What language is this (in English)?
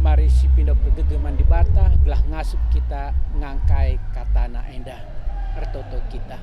Batak Karo